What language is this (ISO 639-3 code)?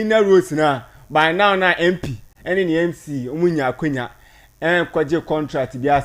aka